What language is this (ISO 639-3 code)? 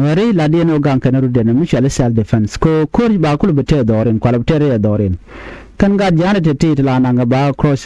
nus